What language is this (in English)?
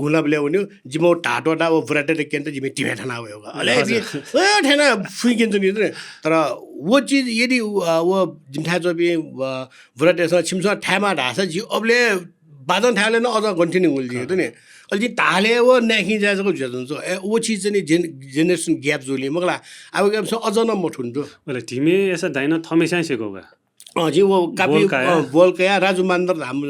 Newari